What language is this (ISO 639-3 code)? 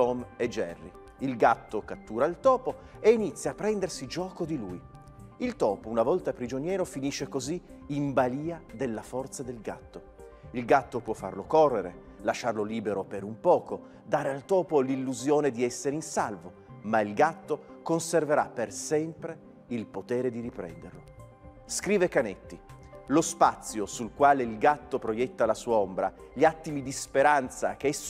ita